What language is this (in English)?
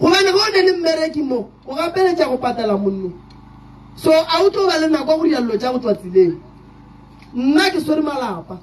Northern Sotho